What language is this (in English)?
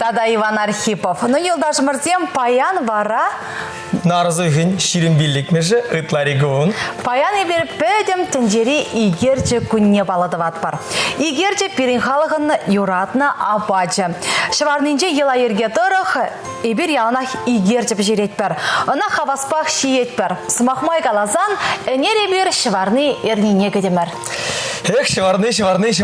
Chuvash